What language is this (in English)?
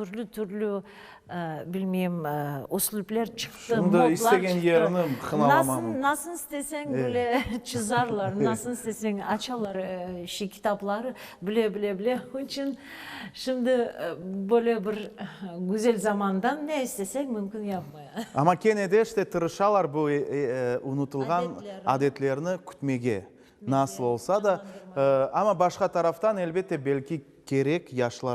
Crimean Tatar